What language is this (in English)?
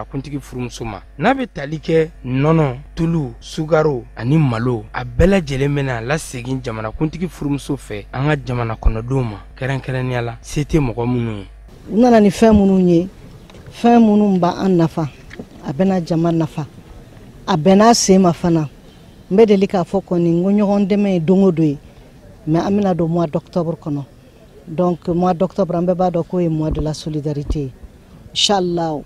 Bambara